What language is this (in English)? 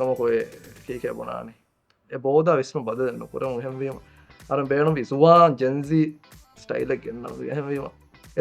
Divehi